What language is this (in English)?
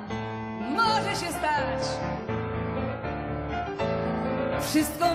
Polish